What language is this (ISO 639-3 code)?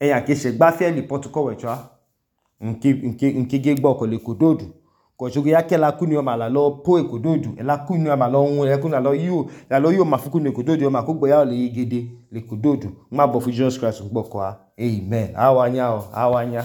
idu